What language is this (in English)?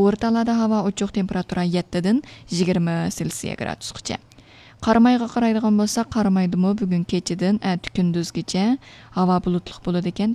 Uyghur